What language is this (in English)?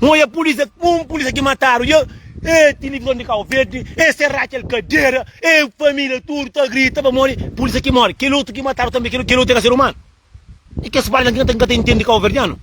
Kabuverdianu